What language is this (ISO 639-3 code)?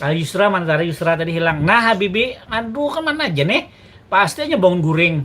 bjn